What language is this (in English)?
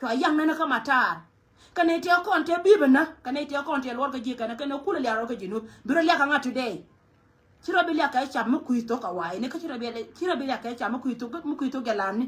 Nuer